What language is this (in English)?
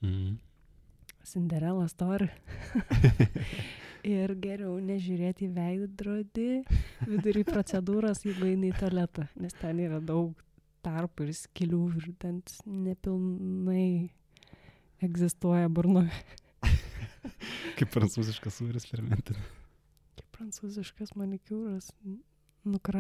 Lithuanian